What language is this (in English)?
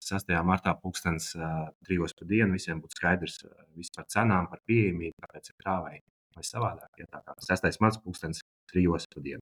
Latvian